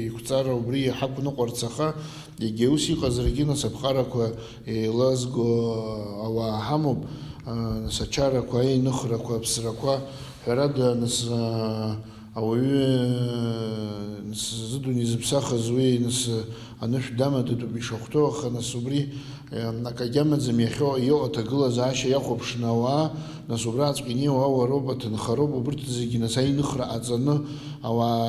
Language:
Abkhazian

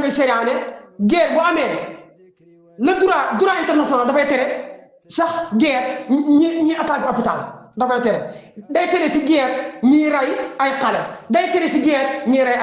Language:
Wolof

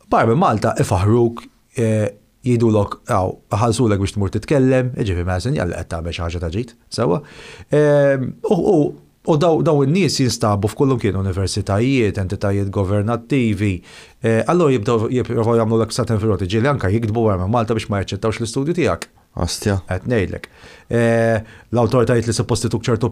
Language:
Maltese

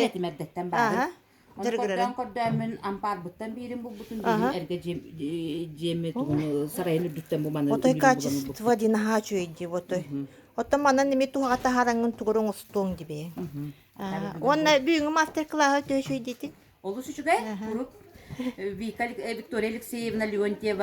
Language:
Yakut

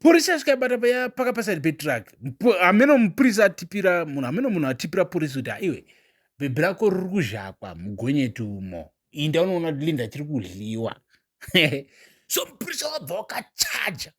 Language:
Shona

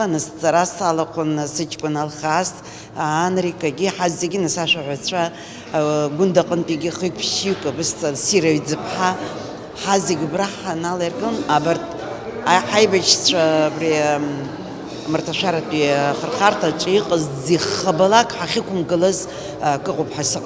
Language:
Abkhazian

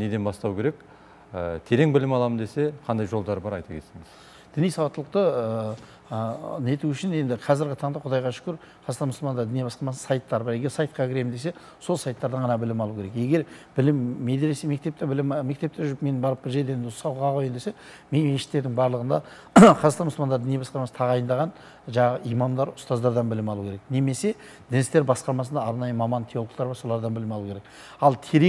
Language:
Kazakh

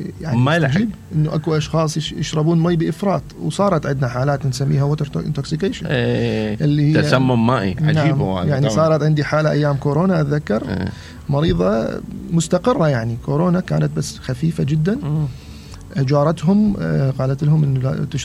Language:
Mesopotamian Arabic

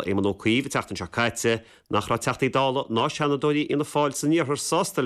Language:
Irish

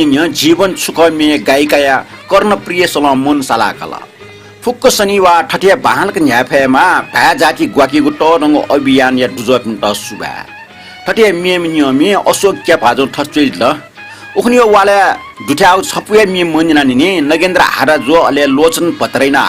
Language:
Newari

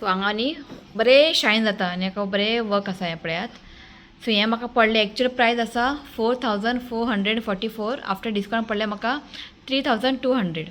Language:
Konkani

